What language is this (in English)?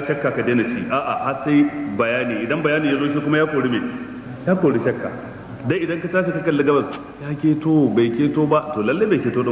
Hausa